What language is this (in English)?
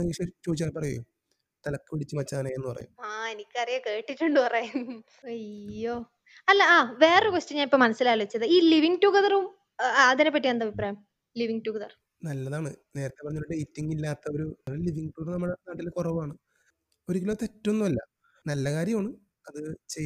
Malayalam